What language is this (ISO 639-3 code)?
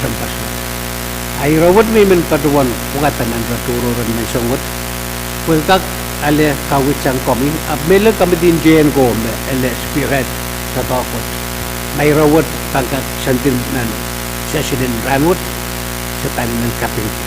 pon